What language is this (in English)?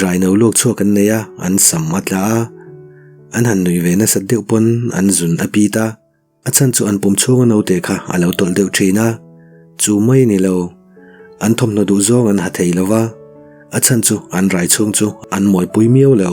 Mizo